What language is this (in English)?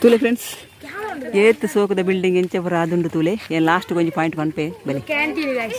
Tulu